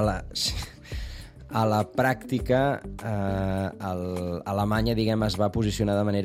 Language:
Catalan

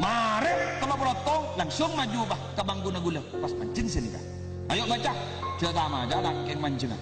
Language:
Madurese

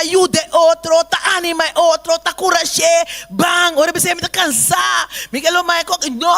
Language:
Papiamento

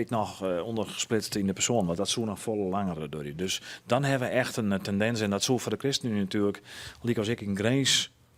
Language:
Western Frisian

